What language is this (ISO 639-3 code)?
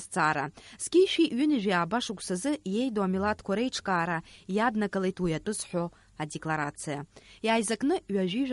abk